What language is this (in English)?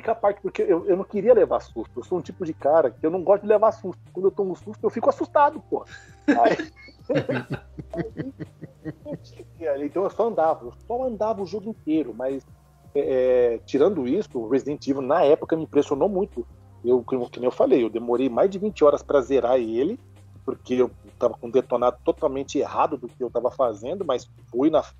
Portuguese